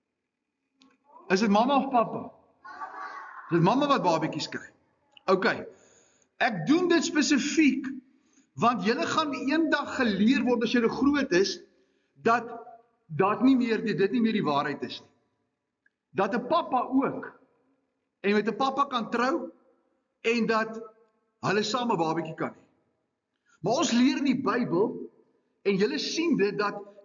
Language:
Afrikaans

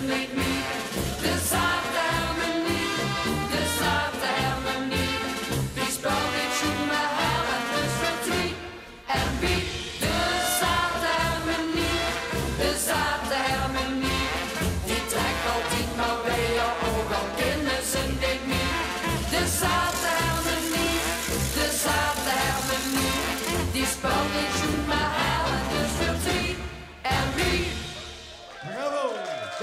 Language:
Limburgish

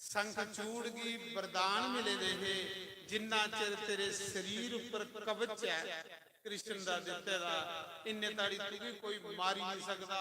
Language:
Dogri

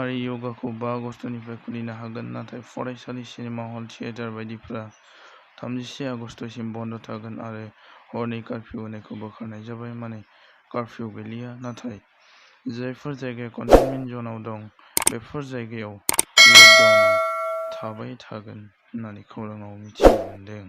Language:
Bodo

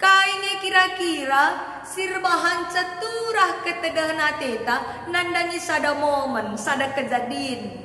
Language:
Batak Karo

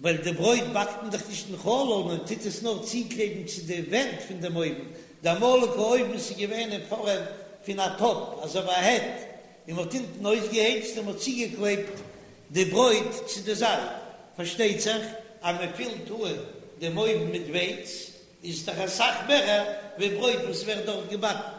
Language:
Yiddish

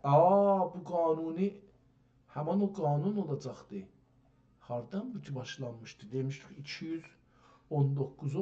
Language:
South Azerbaijani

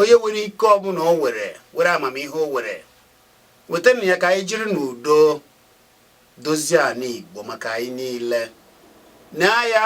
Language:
Igbo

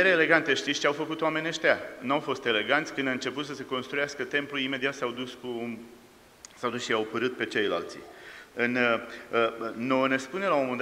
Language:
Romanian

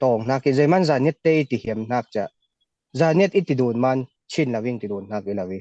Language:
Falam Chin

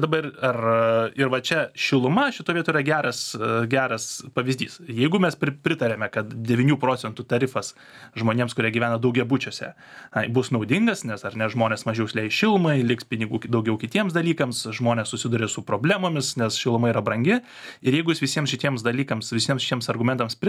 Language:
Lithuanian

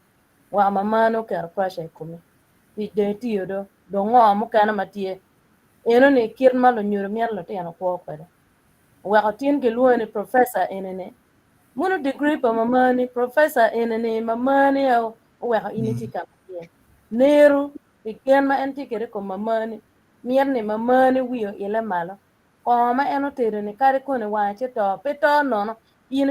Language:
Acoli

